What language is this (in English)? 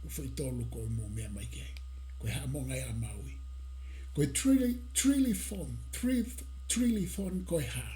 Tongan